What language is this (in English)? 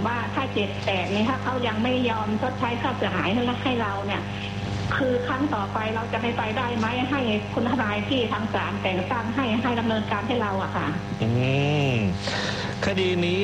Thai